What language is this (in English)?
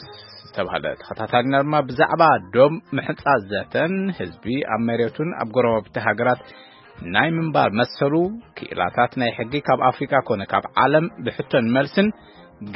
Tigrinya